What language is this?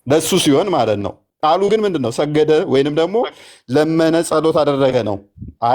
Amharic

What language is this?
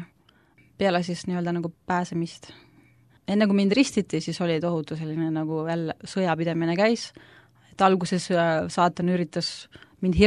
Estonian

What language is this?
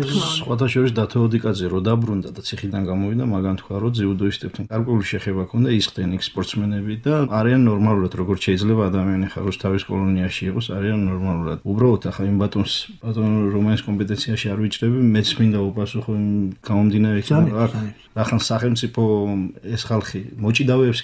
Georgian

